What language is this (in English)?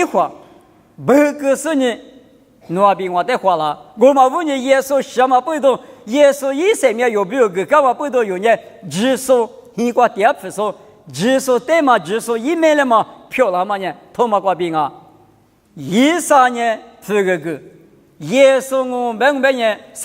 Lisu